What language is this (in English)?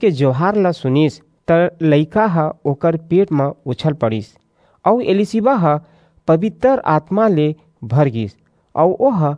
Chhattisgarhi